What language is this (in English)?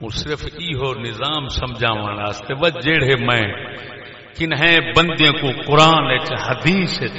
Saraiki